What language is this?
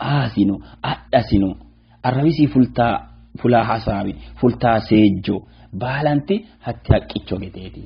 Sidamo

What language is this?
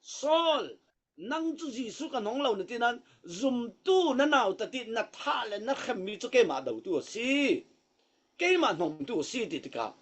Falam Chin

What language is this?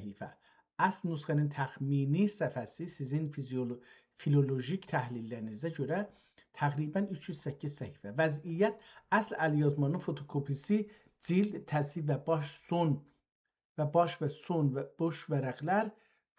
South Azerbaijani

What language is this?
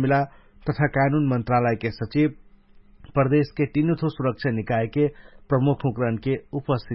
Dangaura Tharu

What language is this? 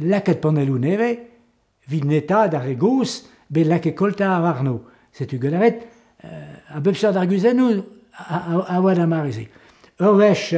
Breton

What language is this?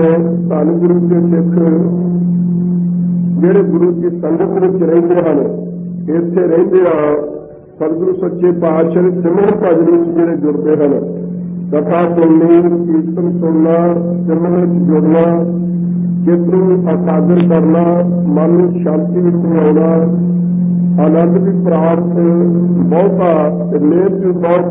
Punjabi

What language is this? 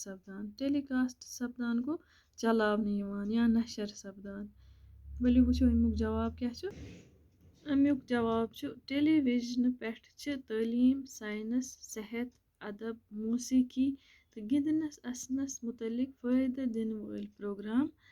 Kashmiri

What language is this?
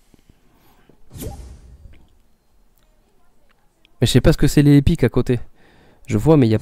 French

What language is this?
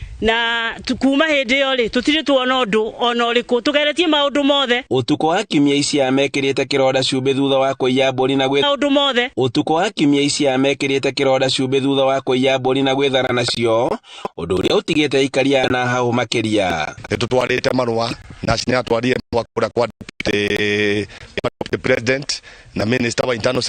Kikuyu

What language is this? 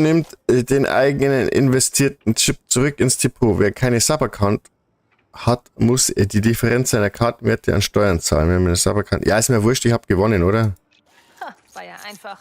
Bavarian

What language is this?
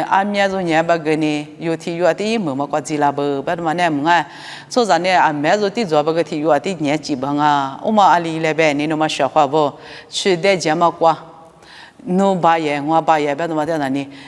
Lisu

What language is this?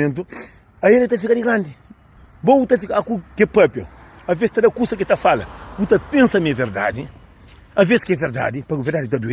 Kabuverdianu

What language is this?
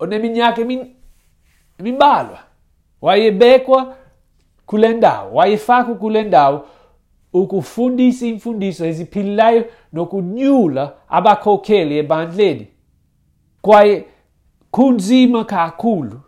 Xhosa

